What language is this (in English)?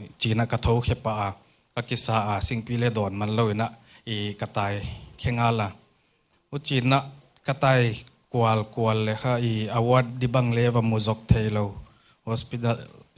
Paite Chin